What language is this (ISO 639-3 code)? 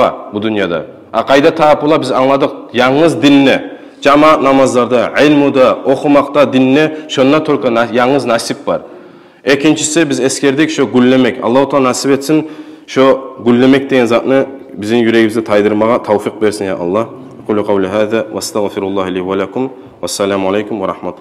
kum